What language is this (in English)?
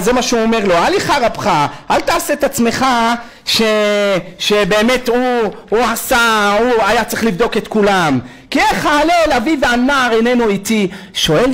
Hebrew